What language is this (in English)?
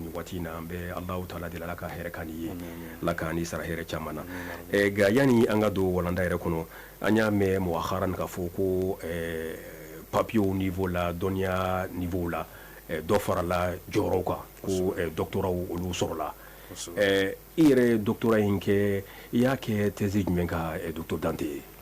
Bambara